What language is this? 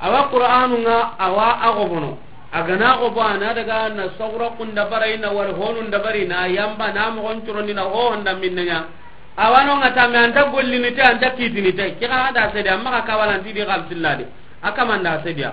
Soninke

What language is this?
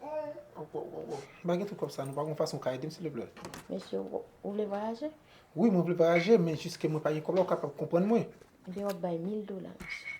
Haitian Creole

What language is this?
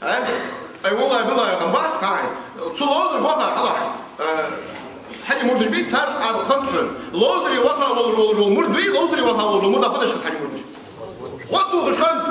Ingush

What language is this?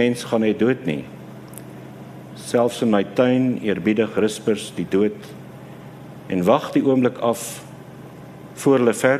Afrikaans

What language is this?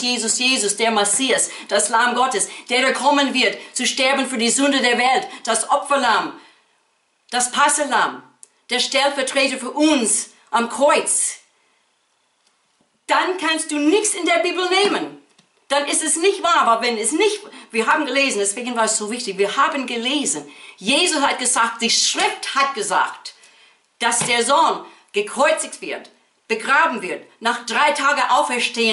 German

